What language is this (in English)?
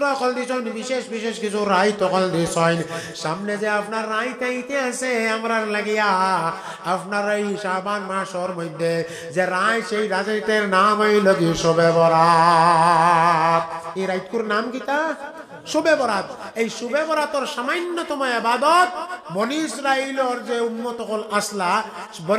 Sylheti